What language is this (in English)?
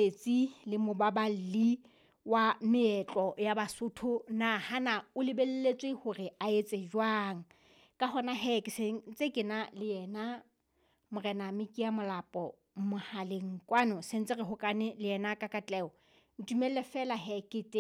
Southern Sotho